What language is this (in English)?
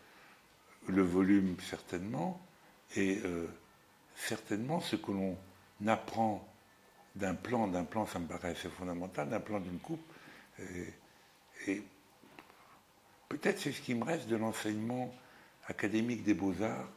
French